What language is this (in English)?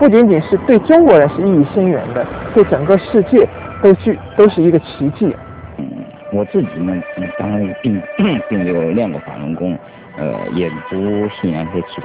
Chinese